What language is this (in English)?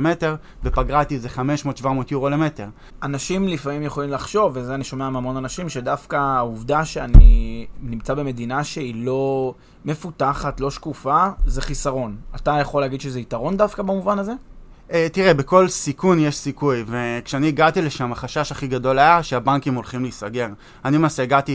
Hebrew